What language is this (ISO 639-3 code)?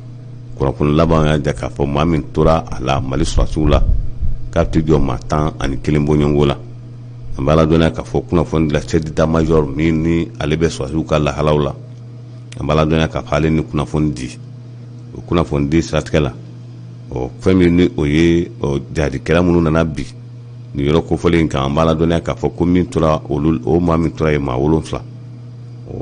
bam